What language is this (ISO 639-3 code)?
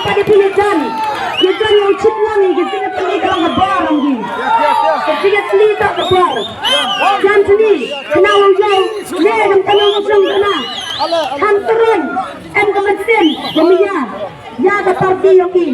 kha